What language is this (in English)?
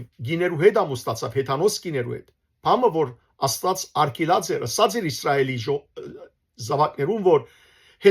Western Armenian